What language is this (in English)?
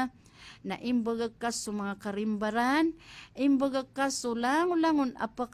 Maranao